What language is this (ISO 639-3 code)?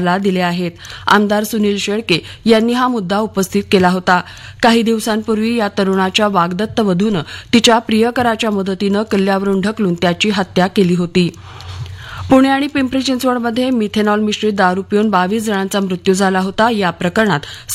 mar